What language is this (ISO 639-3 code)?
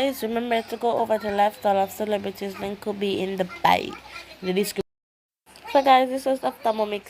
jam